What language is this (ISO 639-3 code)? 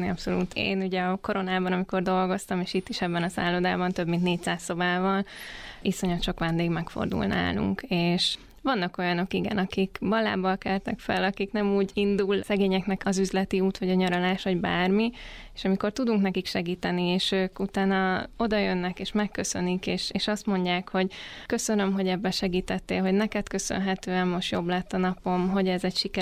hun